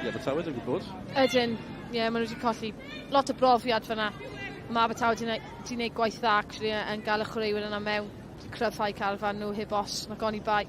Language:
Welsh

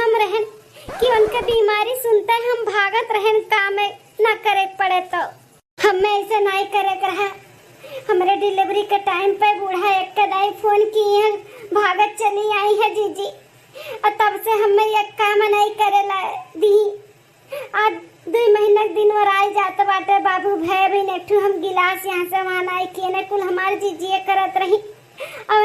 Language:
Awadhi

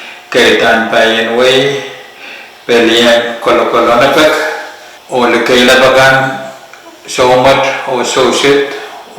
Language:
Pohnpeian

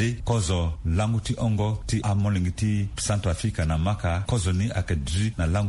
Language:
Sango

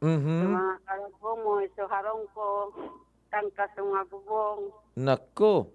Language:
Bikol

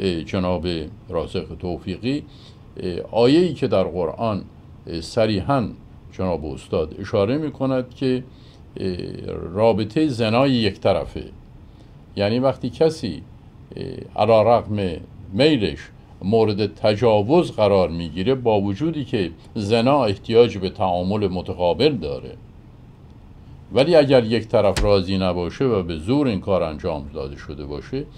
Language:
Persian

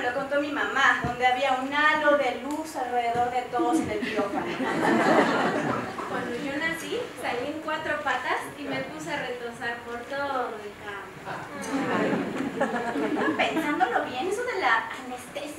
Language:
Spanish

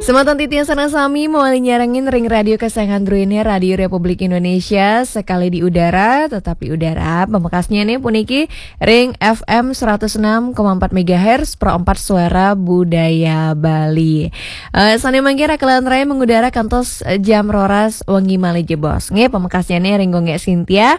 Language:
Balinese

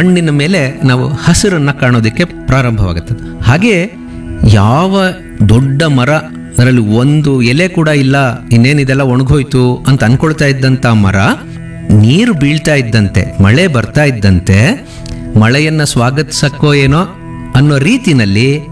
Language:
Kannada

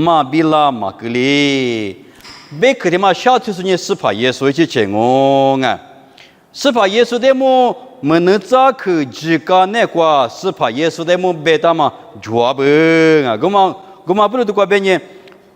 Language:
Lisu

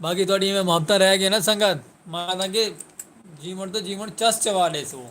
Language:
Saraiki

